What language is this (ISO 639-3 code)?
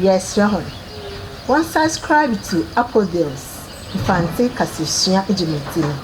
aka